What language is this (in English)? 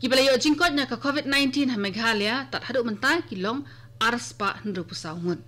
Khasi